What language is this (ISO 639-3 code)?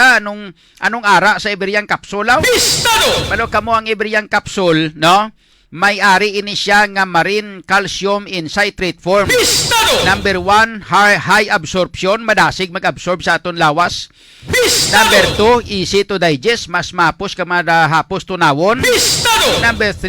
hil